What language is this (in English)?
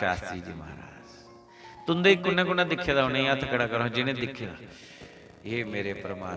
Dogri